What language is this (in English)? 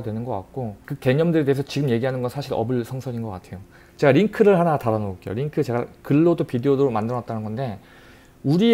Korean